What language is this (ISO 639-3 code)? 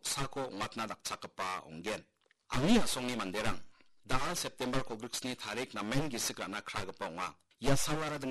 grt